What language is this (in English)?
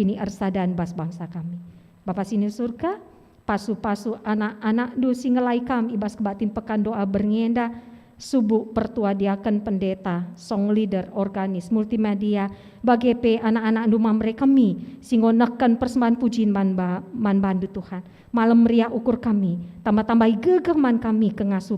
Batak Karo